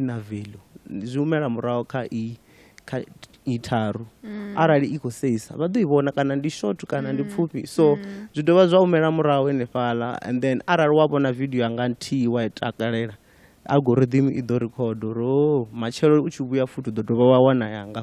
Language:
Venda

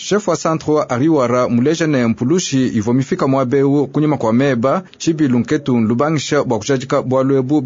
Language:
Luba-Lulua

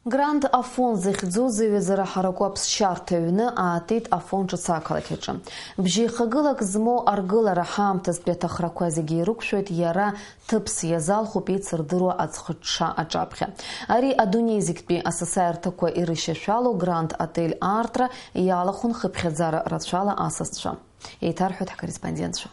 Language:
Abkhazian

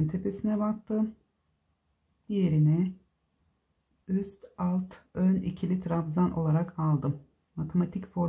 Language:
Turkish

